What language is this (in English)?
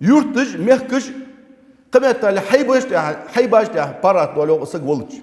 Ingush